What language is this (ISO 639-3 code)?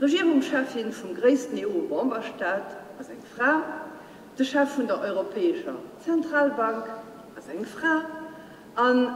ltz